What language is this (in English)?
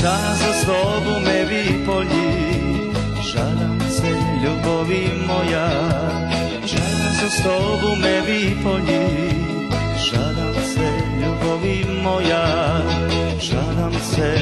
Rusyn